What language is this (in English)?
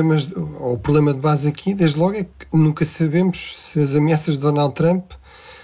Portuguese